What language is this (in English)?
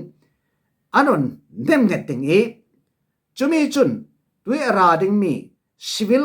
Falam Chin